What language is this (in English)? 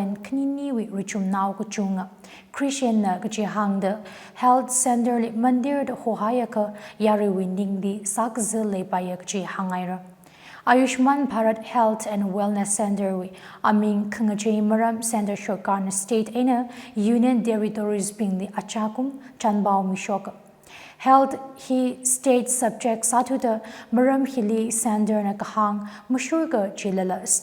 Tangkhul Naga (India)